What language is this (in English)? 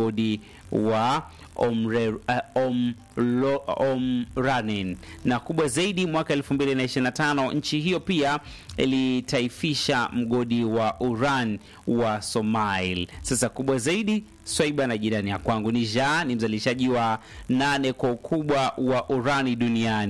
Swahili